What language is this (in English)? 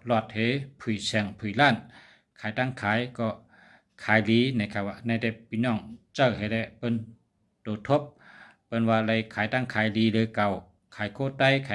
Shan